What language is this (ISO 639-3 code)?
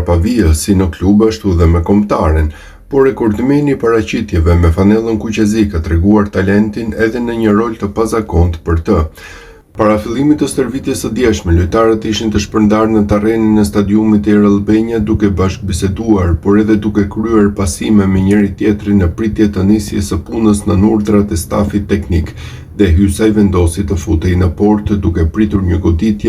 sqi